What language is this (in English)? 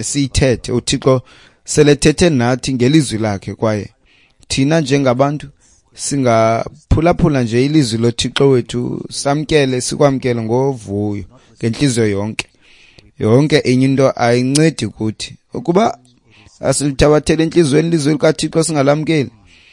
Xhosa